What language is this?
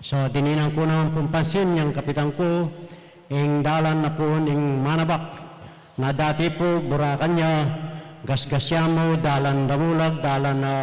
Pampanga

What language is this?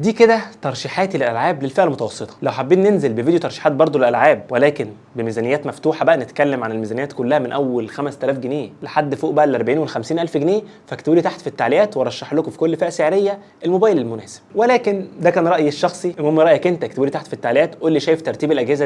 Egyptian Arabic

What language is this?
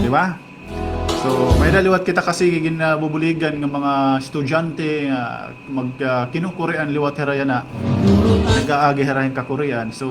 Waray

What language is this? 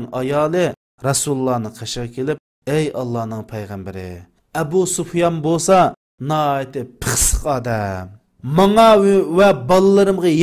Uyghur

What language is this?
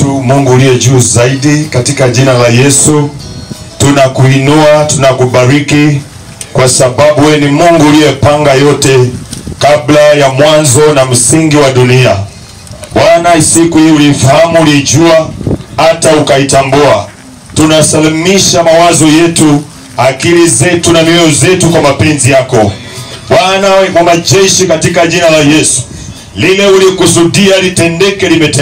Swahili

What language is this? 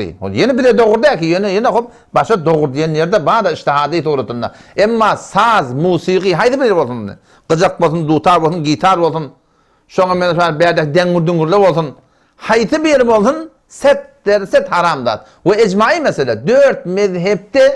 Turkmen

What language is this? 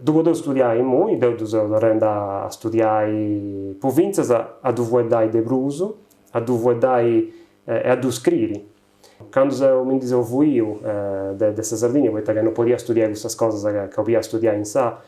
Sardinian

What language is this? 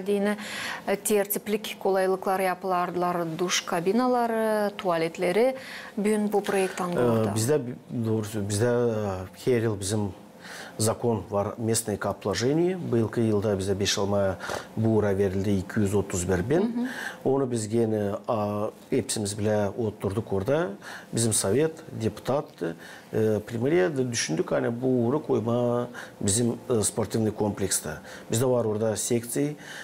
Gagauz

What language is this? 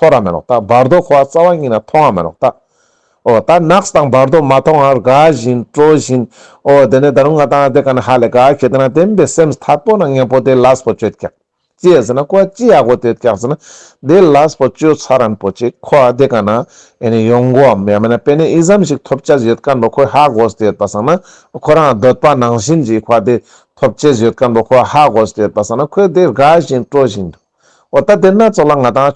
Ladakhi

